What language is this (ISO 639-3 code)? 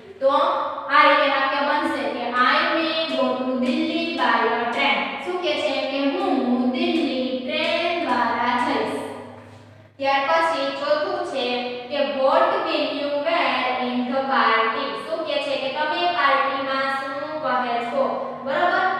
guj